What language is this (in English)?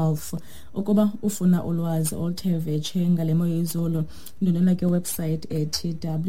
Xhosa